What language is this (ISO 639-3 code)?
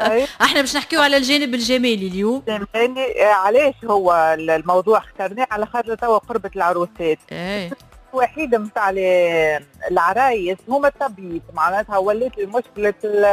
aeb